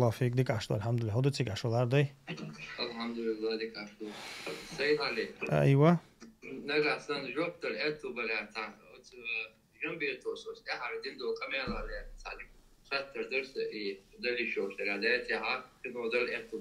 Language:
Chechen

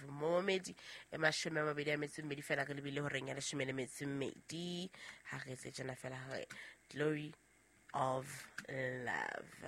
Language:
Southern Sotho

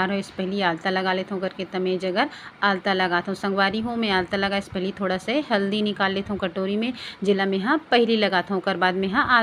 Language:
Chhattisgarhi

